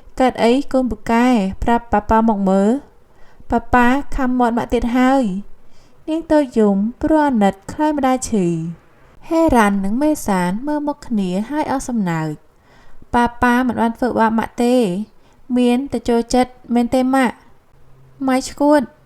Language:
Khmer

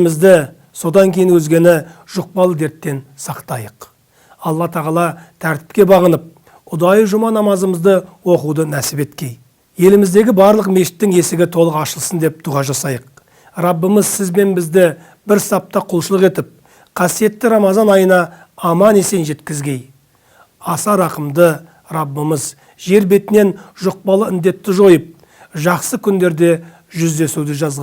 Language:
Kazakh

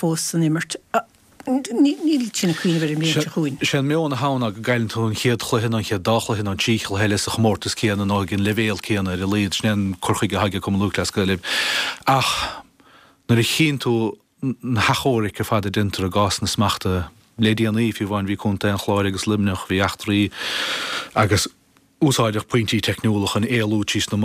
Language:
Irish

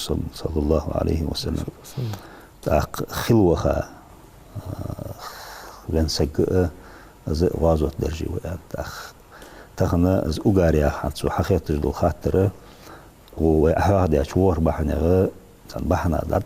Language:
Ingush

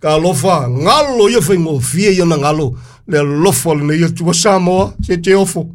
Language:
Samoan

